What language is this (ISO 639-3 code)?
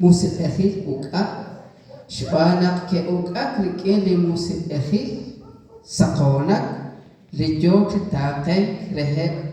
kek